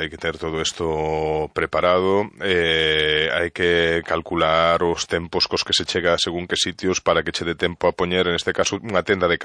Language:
Galician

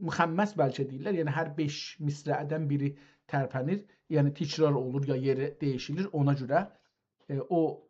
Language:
South Azerbaijani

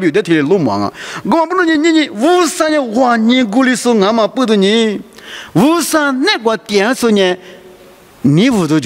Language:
Lisu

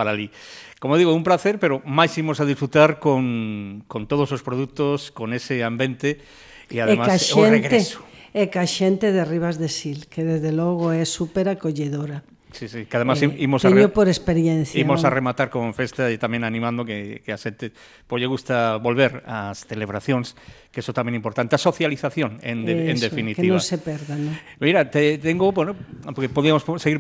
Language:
Galician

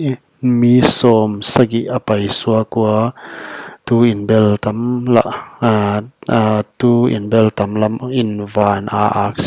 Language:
Paite Chin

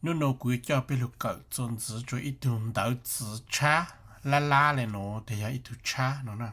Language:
Hmong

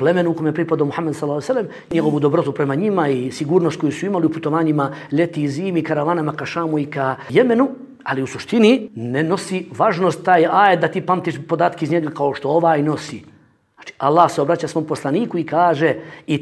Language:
Bosnian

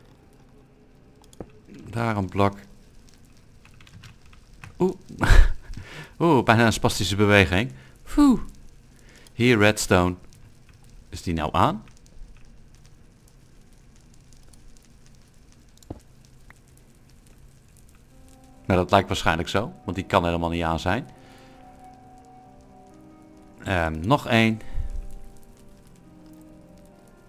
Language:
Dutch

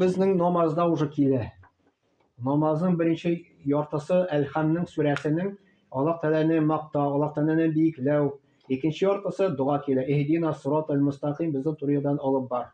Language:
Tatar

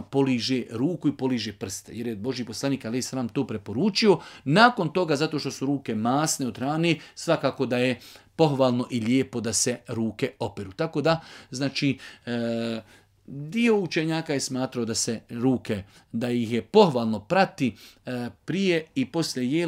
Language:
Bosnian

